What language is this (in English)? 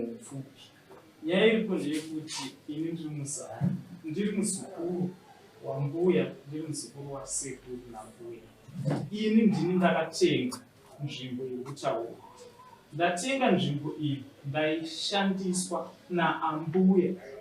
Shona